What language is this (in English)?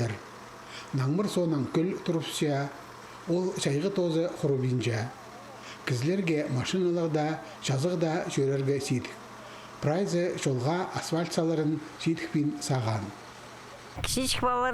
Khakas